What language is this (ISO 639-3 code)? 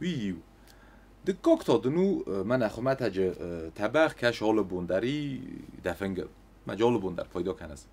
oss